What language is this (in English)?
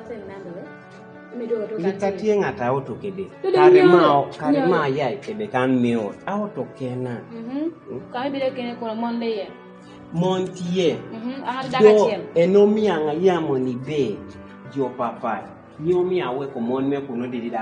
Kumam